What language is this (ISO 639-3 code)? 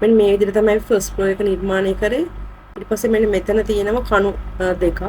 sin